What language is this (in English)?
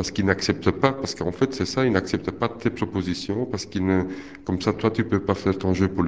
French